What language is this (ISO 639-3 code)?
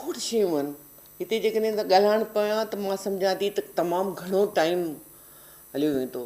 snd